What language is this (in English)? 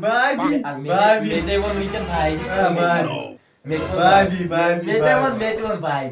Kashmiri